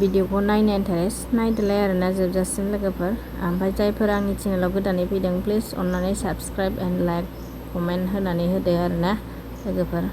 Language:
Bodo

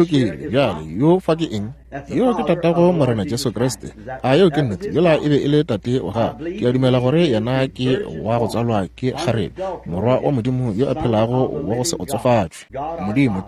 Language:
Northern Sotho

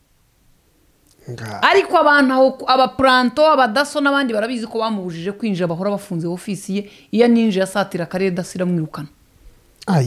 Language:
Kinyarwanda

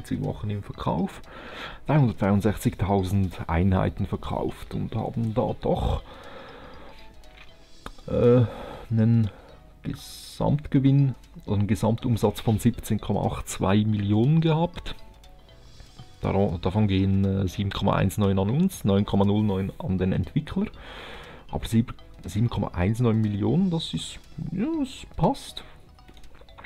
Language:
German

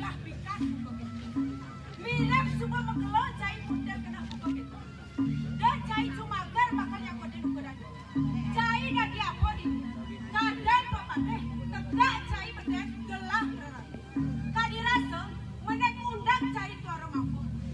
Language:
Balinese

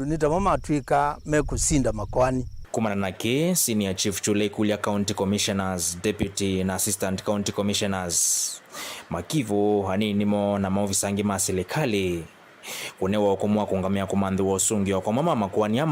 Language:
Kamba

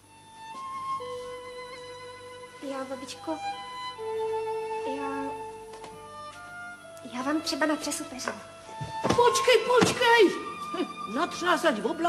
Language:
Czech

